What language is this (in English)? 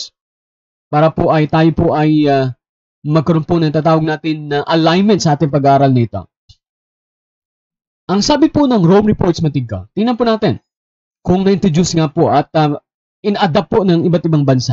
Filipino